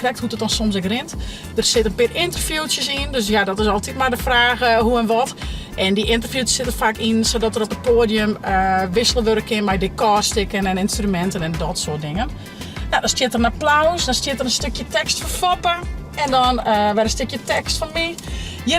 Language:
Western Frisian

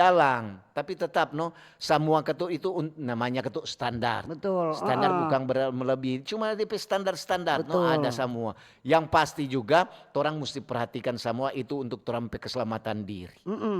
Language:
Manado Malay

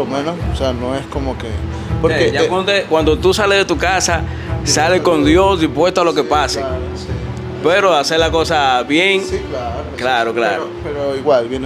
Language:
Spanish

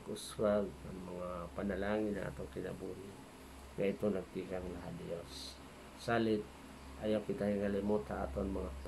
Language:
Waray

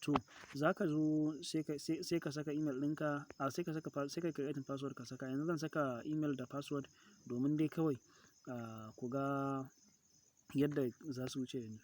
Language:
Hausa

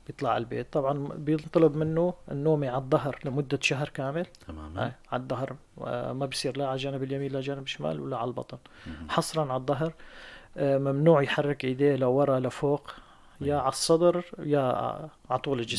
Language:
North Levantine Arabic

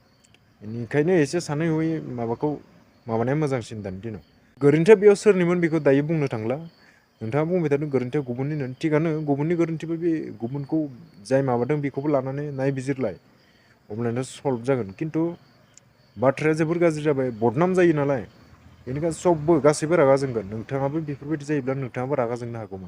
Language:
Bodo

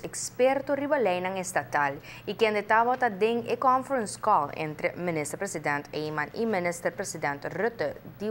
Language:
Papiamento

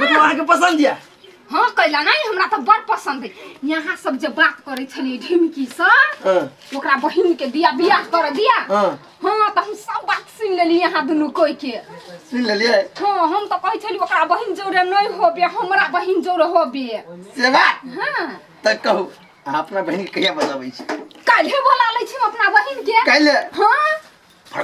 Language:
Maithili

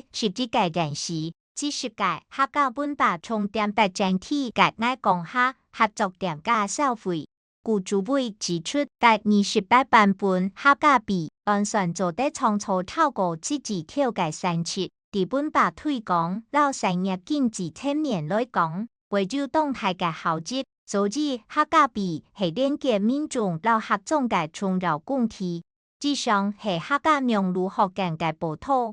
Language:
Hakka Chinese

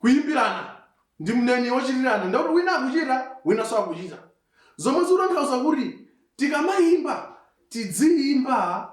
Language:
Nyanja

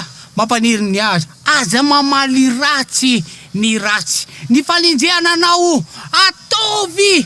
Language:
Malagasy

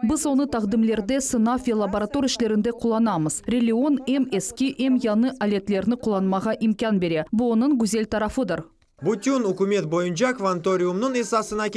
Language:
Crimean Tatar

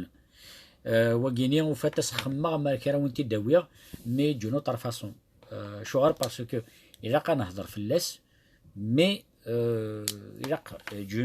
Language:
Kabyle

